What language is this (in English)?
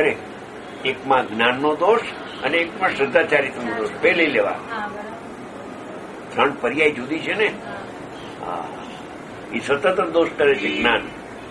Gujarati